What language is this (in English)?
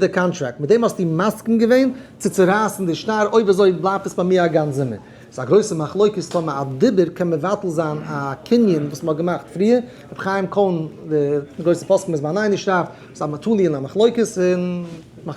Yiddish